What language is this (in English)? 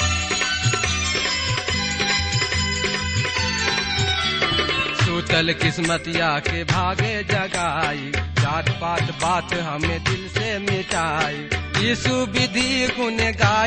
Bhojpuri